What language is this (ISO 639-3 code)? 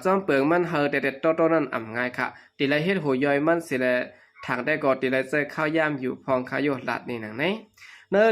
shn